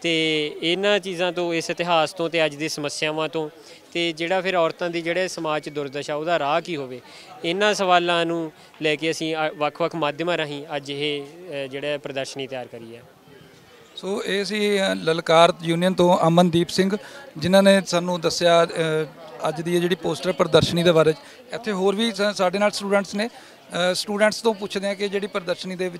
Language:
Punjabi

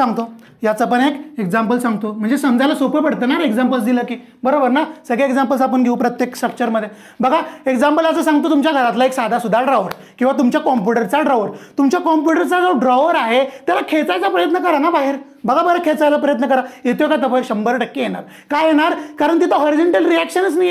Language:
Marathi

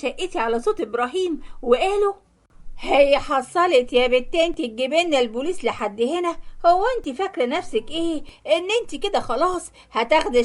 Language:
Egyptian Arabic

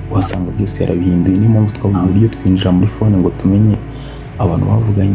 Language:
Kinyarwanda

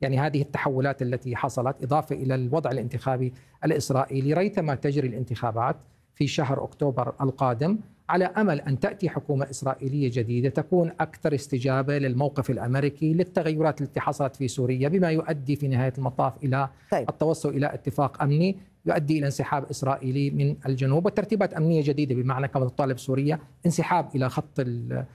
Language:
Arabic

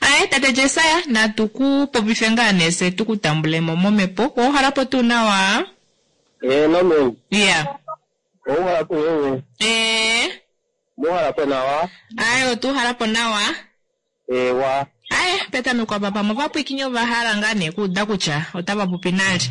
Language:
Kuanyama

